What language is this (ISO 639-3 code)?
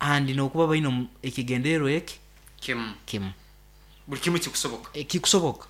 nyn